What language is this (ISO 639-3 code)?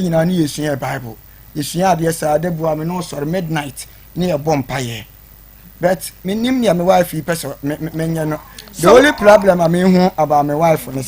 aka